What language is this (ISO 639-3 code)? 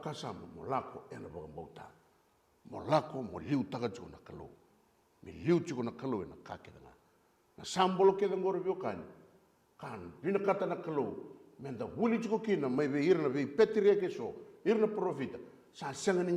fij